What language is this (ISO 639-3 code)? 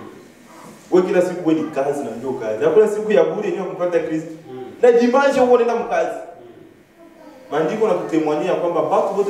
swa